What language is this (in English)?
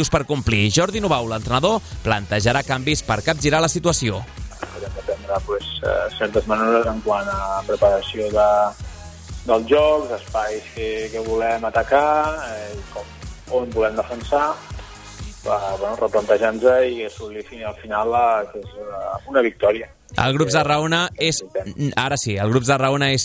Catalan